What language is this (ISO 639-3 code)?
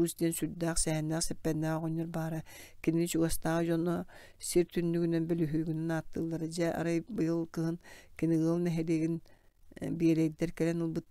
sah